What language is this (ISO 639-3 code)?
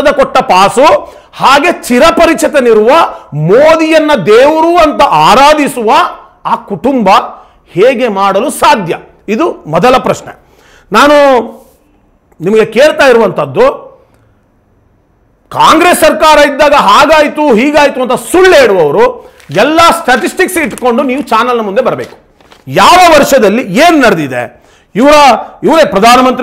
kan